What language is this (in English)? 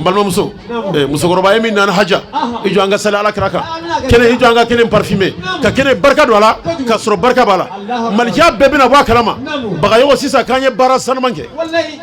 Bambara